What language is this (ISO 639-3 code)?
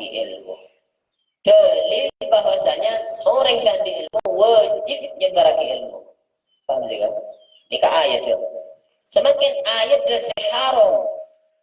mad